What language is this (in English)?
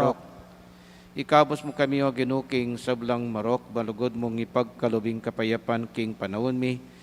Pampanga